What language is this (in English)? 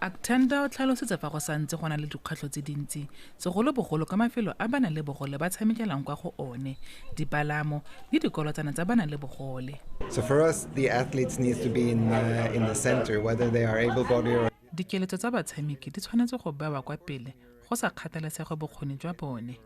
Tswana